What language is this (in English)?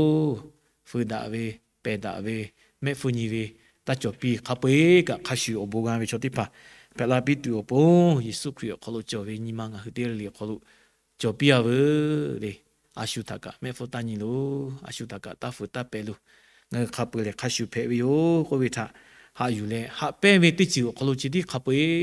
Lahu